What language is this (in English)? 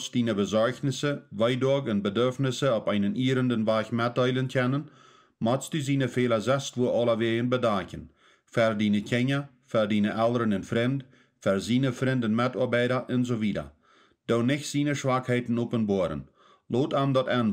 Plautdietsch